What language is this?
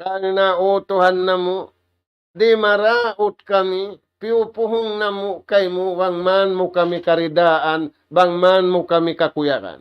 Tausug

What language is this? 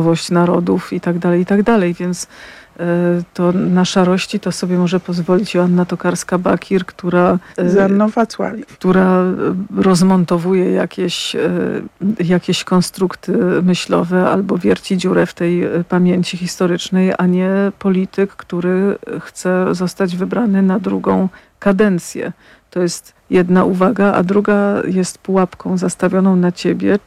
Polish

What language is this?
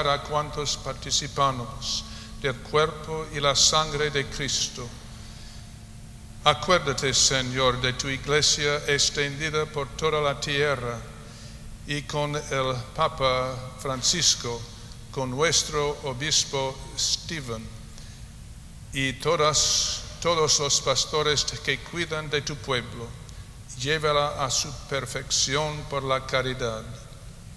Spanish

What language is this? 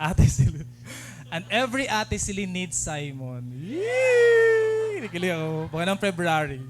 Waray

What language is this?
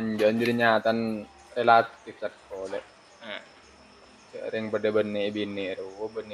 Madurese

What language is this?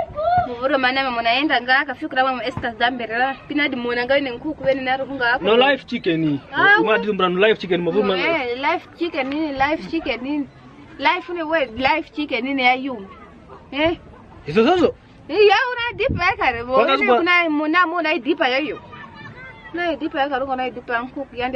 Kwangali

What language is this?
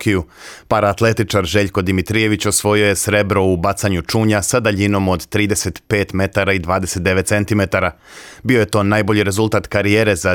Serbian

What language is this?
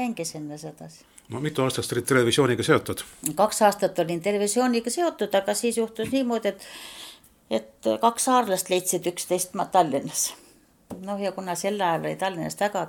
Estonian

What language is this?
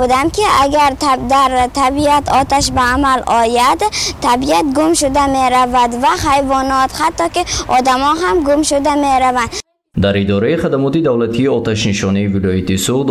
Tajik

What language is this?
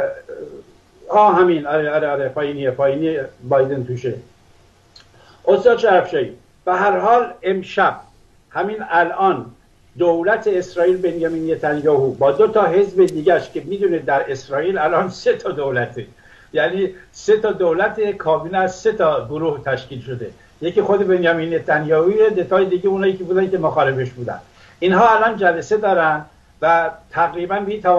Persian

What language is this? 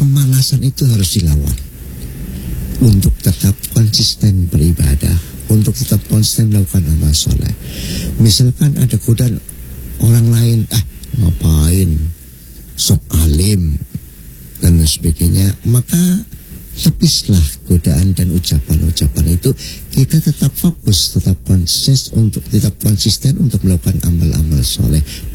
Indonesian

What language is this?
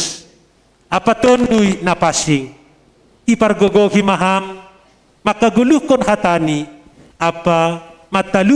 Batak Simalungun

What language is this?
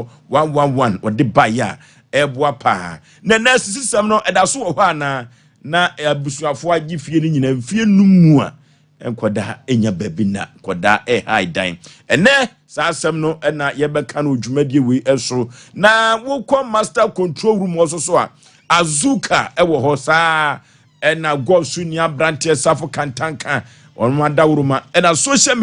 Akan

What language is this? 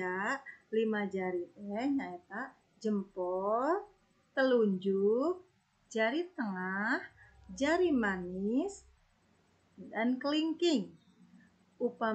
Sundanese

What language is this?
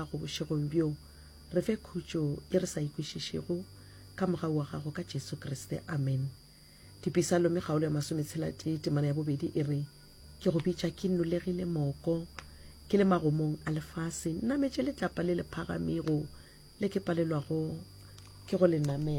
Northern Sotho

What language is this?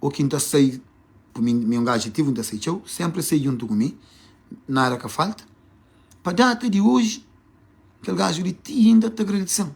Kabuverdianu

